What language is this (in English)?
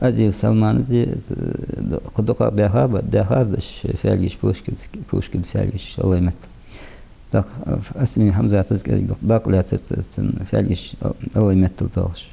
Ingush